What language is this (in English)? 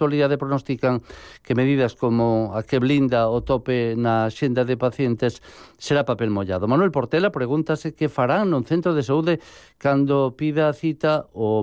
Galician